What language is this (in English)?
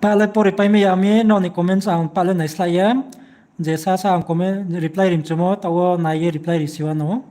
Riang (India)